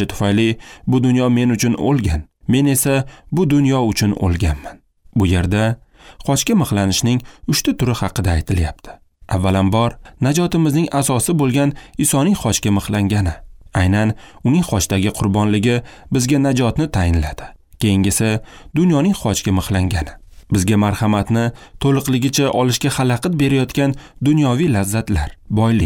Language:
Uzbek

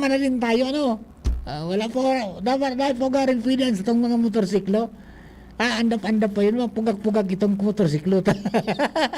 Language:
Bikol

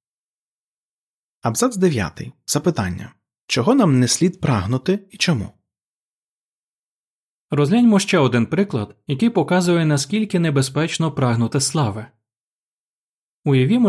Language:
Ukrainian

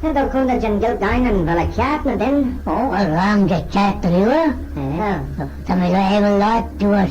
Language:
Manx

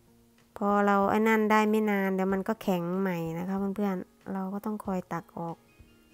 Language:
Thai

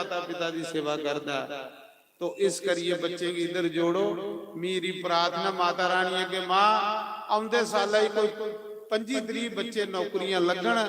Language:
Dogri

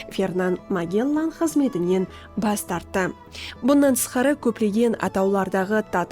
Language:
Kara-Kalpak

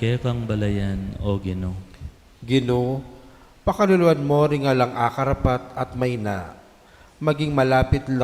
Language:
Pampanga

